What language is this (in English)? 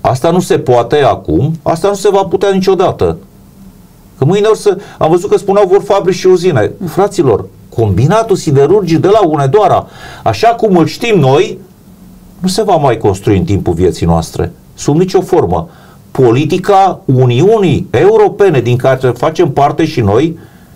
Romanian